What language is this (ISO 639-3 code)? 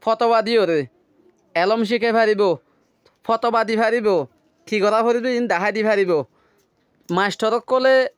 rhg